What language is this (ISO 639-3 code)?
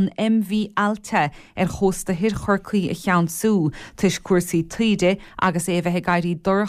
gle